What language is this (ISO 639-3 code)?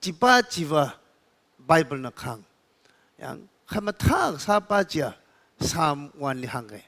nmf